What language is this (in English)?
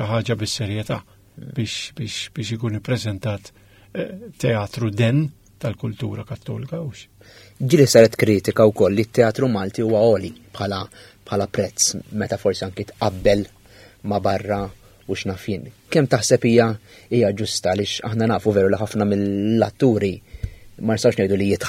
Maltese